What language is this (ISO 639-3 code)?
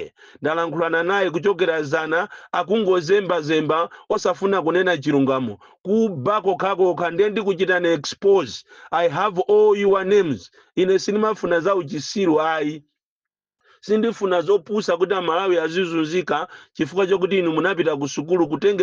nya